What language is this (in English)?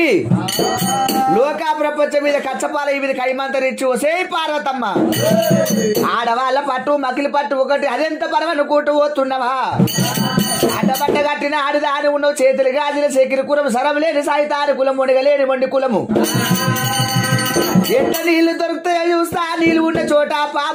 Telugu